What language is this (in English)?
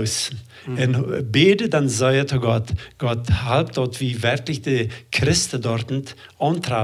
Plautdietsch